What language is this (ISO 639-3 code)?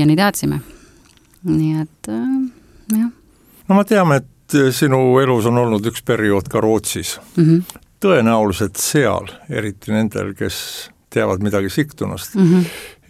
est